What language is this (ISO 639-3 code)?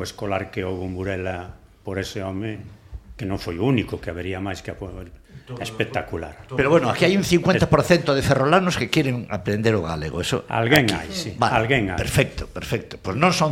glg